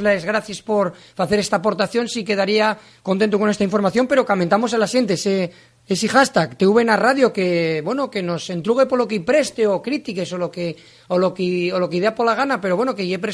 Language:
Asturian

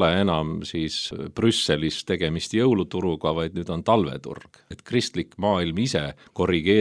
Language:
Estonian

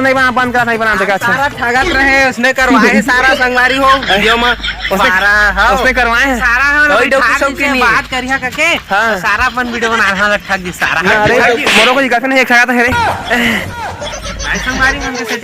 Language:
Chhattisgarhi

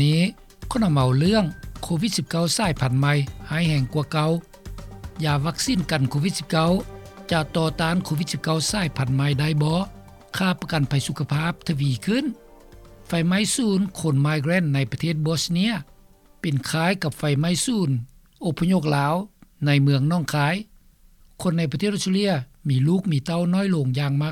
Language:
Lao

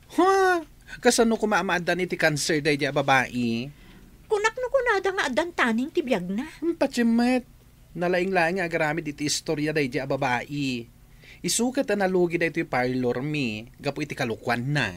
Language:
Iloko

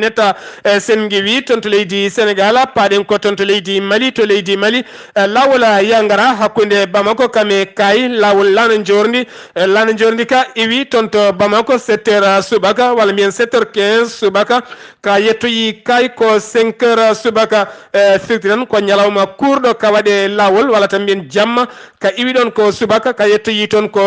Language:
Fula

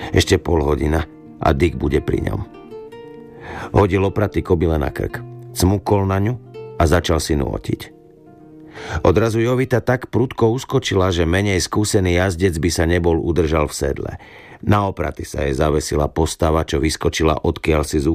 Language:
Slovak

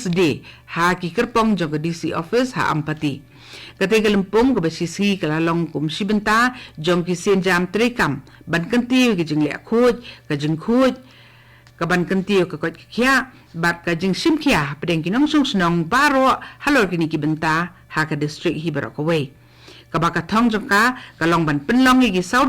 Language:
Khasi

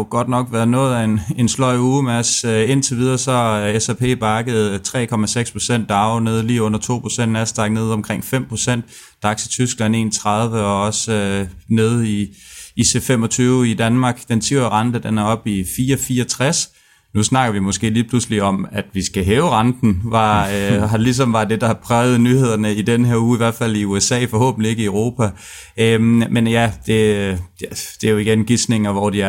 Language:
Danish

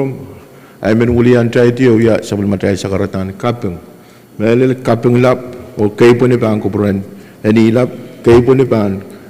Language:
Pohnpeian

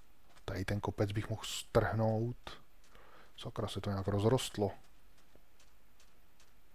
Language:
Czech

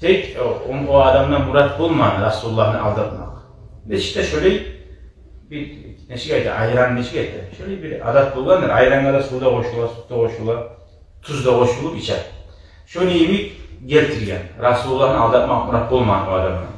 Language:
Kumyk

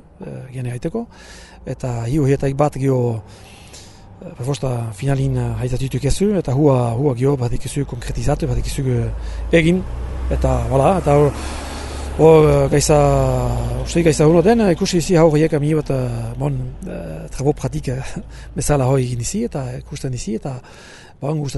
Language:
Basque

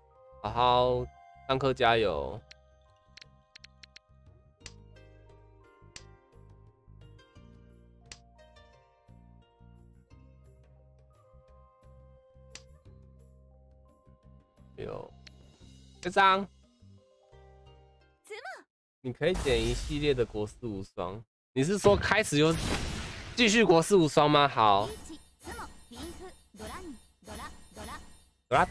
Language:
Chinese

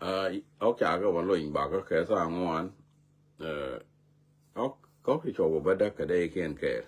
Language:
Nuer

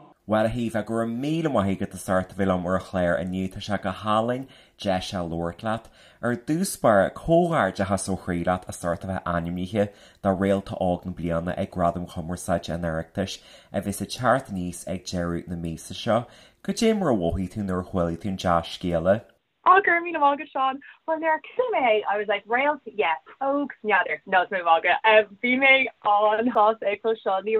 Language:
Irish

